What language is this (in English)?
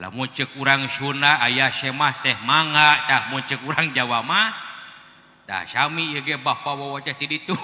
Sundanese